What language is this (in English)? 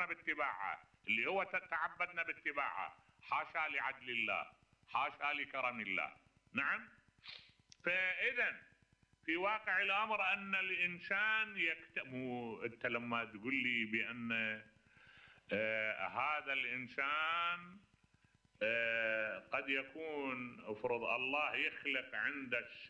Mesopotamian Arabic